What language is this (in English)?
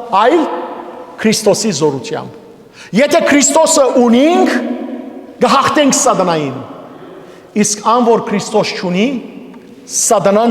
Western Armenian